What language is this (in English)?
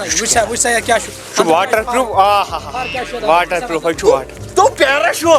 Kashmiri